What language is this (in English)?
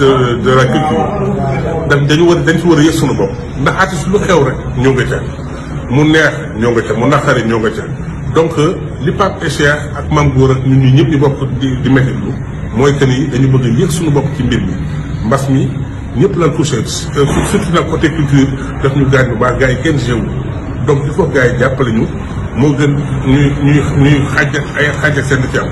Wolof